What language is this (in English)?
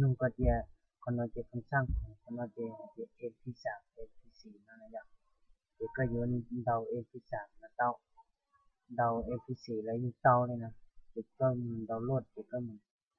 Hmong